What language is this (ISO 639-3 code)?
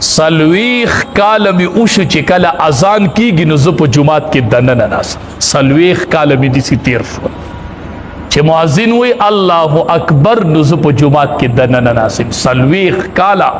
pus